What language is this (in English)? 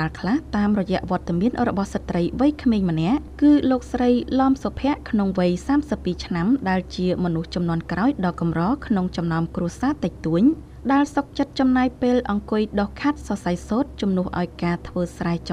Khmer